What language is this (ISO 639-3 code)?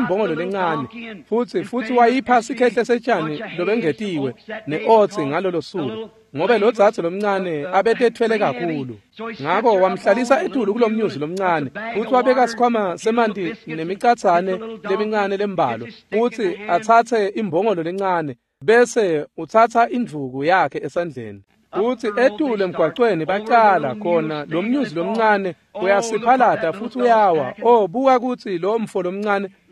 ssw